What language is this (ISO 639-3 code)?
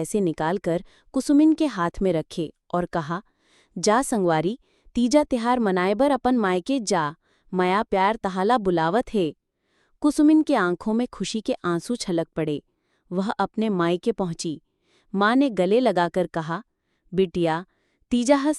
hne